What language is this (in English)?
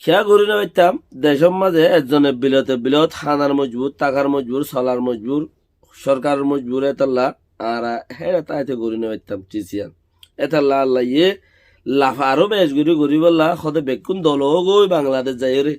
Rohingya